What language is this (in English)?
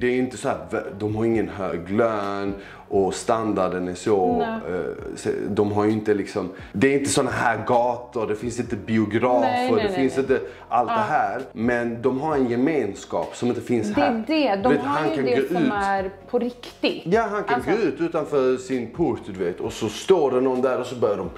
Swedish